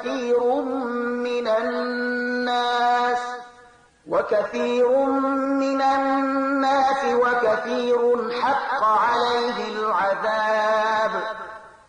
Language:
Pashto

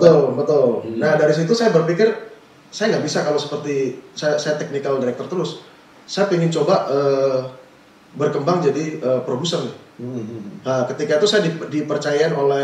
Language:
Indonesian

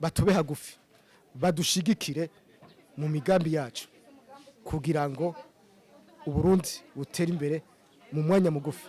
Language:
Rundi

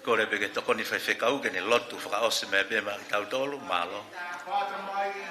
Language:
Tongan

